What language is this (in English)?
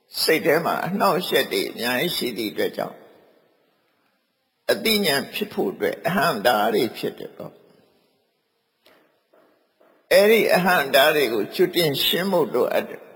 Burmese